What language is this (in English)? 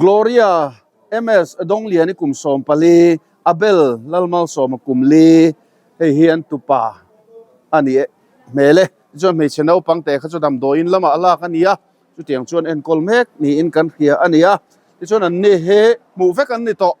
Mizo